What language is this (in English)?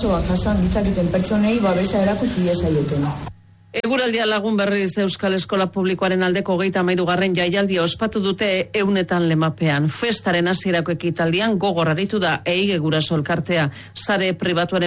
Basque